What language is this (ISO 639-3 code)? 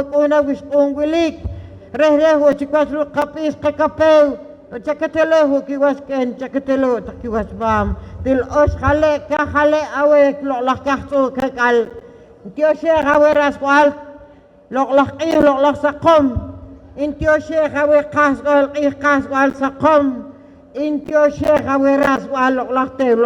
poh